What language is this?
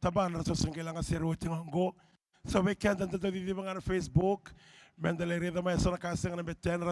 Fijian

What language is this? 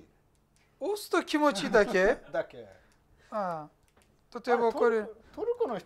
Japanese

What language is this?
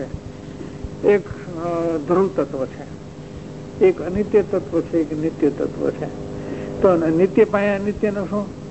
Gujarati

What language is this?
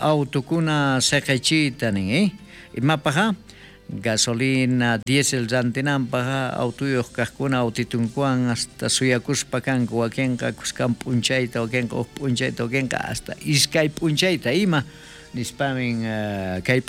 South Bolivian Quechua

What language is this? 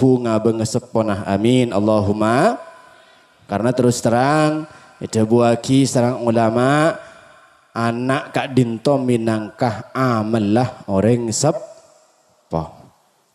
Madurese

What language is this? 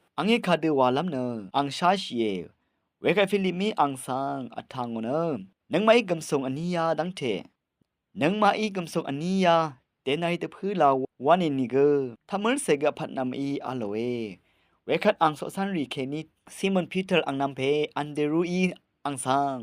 Rawang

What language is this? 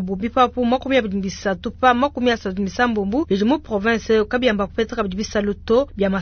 Luba-Lulua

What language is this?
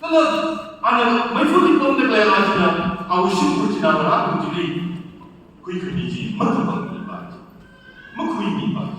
Tangkhul Naga (India)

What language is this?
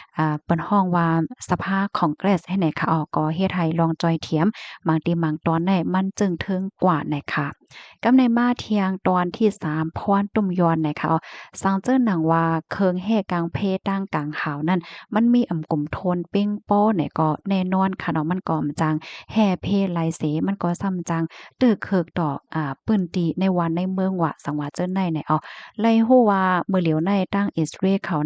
Shan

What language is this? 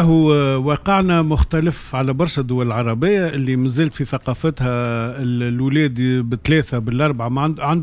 Tunisian Arabic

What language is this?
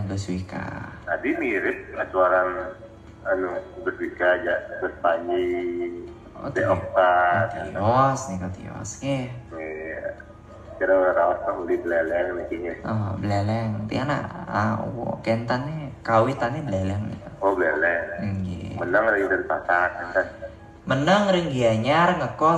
Balinese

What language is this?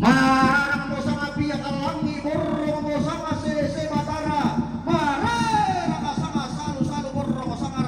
Toraja-Sa'dan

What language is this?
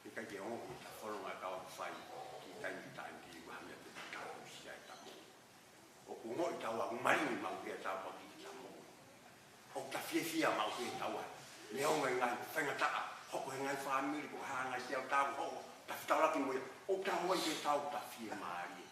Tongan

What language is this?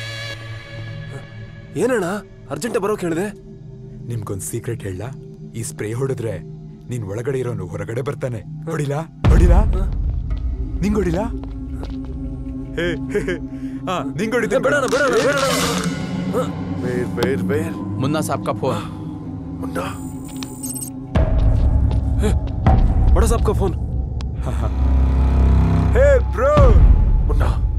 Kannada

